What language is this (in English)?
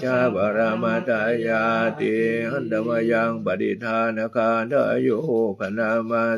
Pali